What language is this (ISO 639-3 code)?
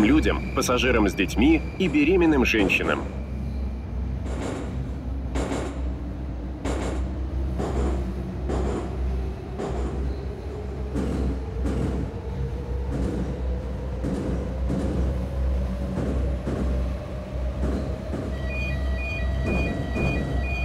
rus